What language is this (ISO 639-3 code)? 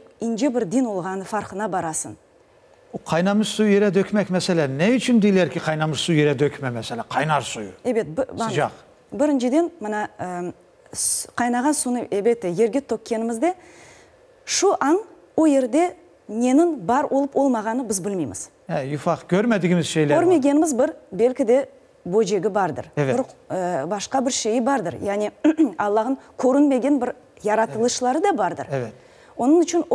crh